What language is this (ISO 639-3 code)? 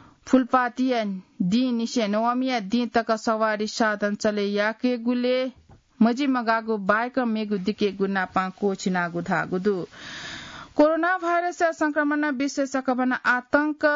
new